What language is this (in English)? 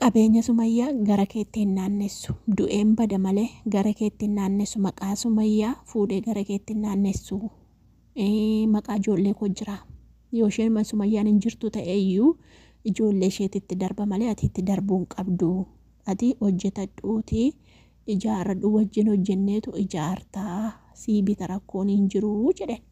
Oromo